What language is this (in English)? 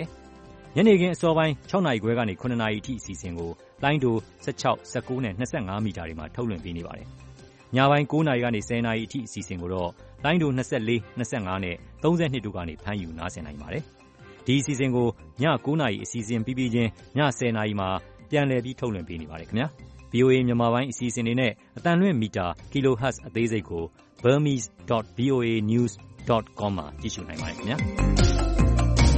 Burmese